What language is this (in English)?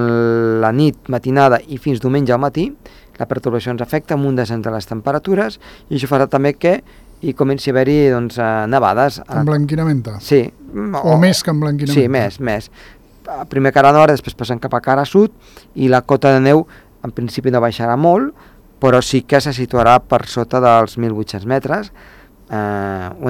Catalan